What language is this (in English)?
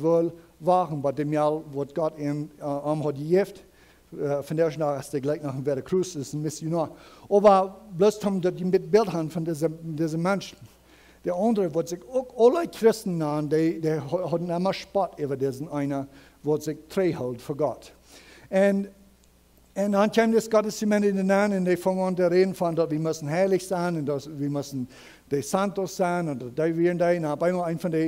Plautdietsch